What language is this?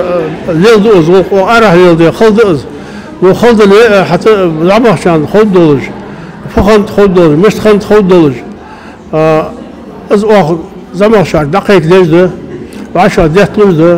Ingush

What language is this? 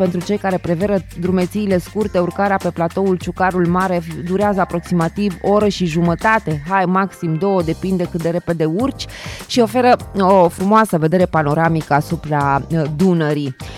Romanian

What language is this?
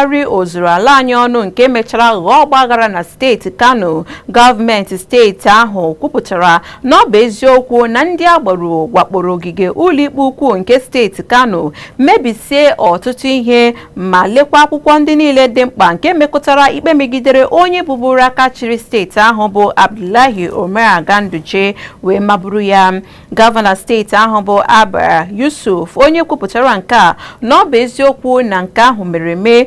Igbo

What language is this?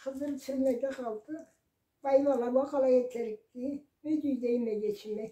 Karachay-Balkar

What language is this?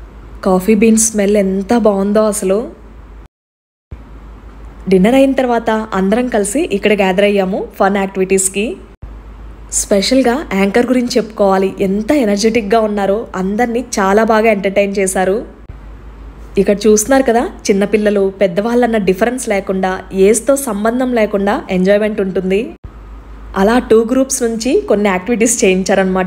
Telugu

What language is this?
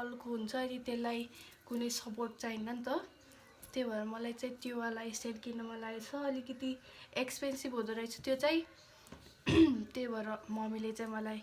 Nepali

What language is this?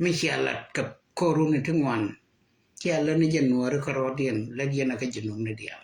Nuer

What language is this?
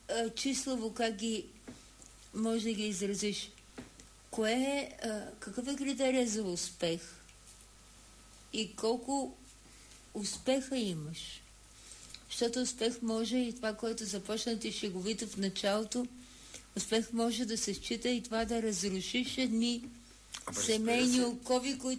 Bulgarian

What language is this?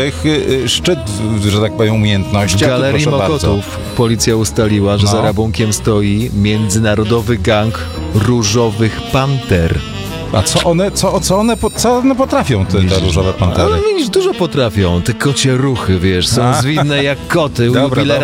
Polish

